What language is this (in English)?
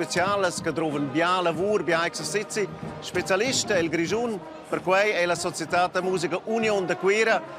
Romansh